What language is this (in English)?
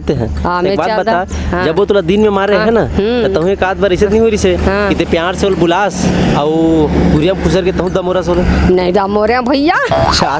Chhattisgarhi